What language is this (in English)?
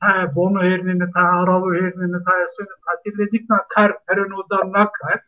Zaza